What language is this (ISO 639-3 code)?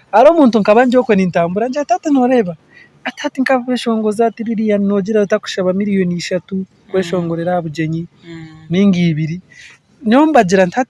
nyn